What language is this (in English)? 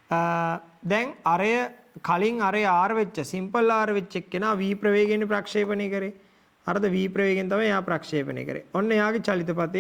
Sinhala